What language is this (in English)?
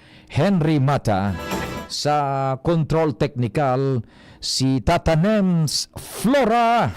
Bikol